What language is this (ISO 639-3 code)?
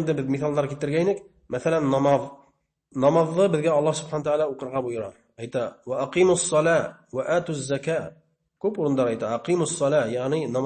bak